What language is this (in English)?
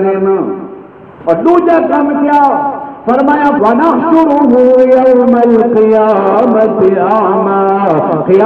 Saraiki